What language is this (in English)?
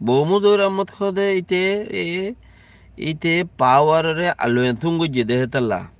Rohingya